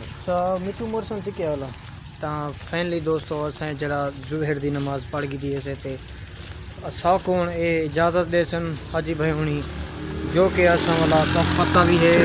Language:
Saraiki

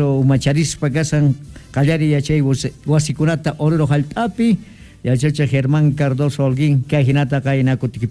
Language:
South Bolivian Quechua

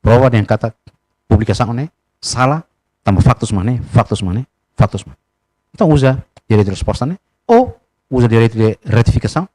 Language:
Tetum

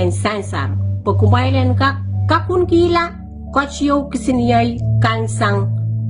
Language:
Pohnpeian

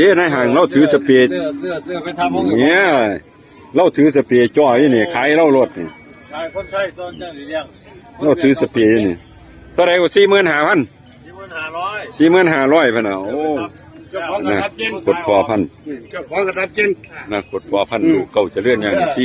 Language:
Northeastern Thai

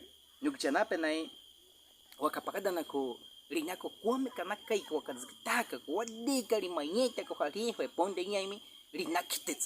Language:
Baniwa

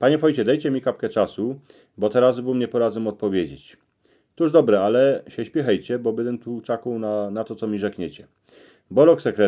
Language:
Silesian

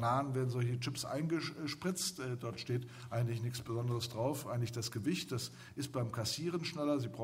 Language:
German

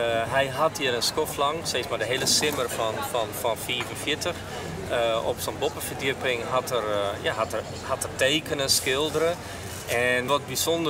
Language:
Western Frisian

